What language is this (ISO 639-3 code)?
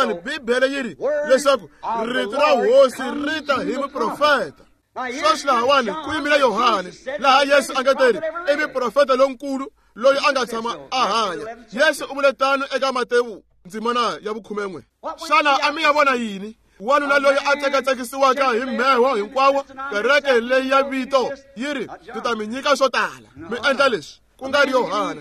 tso